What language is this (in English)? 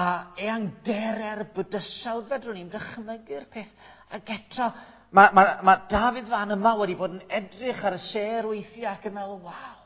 Welsh